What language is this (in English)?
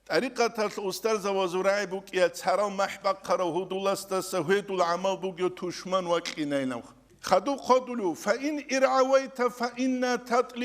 Avaric